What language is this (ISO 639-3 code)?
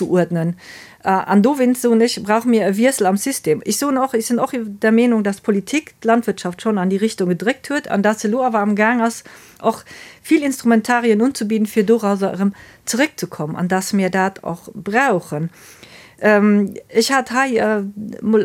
ltz